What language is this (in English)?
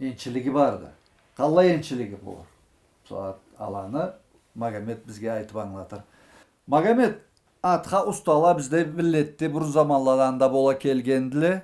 Karachay-Balkar